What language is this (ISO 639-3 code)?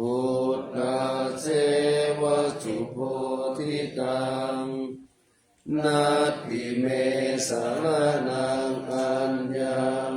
pli